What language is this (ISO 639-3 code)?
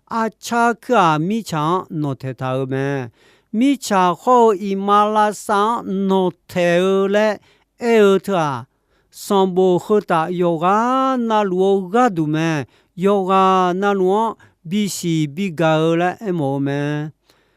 ahk